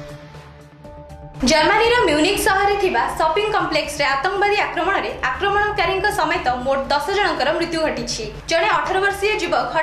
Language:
Odia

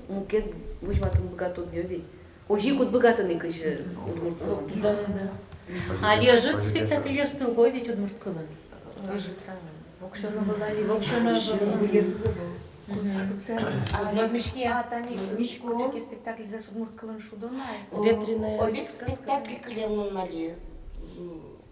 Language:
Udmurt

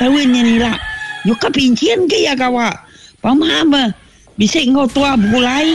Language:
Iban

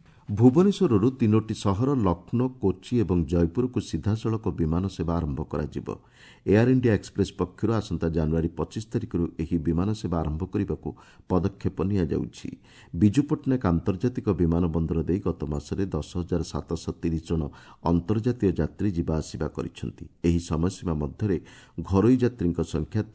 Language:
Odia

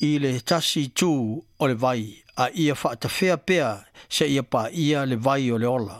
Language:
Samoan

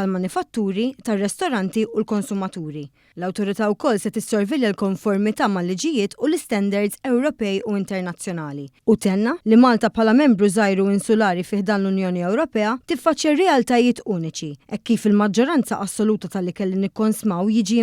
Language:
Maltese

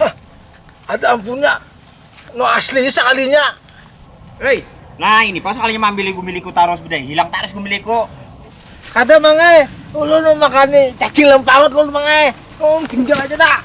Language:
Banjar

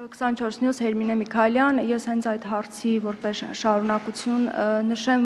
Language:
Armenian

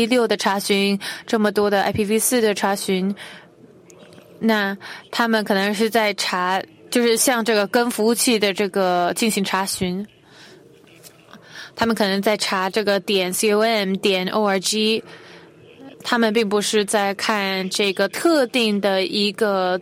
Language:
Chinese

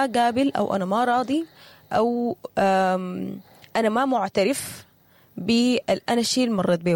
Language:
Sudanese Arabic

